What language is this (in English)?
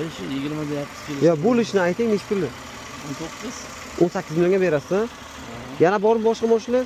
Uzbek